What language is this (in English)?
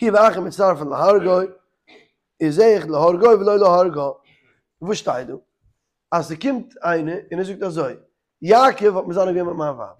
Yiddish